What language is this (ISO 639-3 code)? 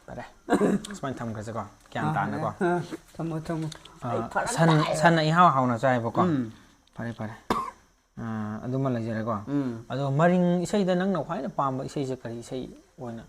mni